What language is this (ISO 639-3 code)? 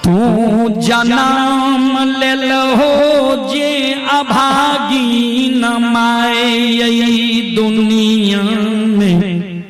mai